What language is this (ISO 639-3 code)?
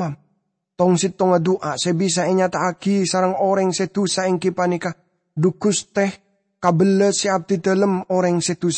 mad